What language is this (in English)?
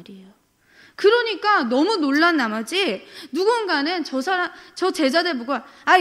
Korean